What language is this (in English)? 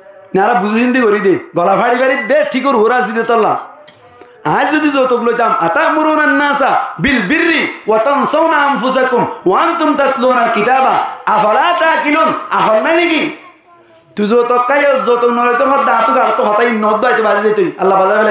Rohingya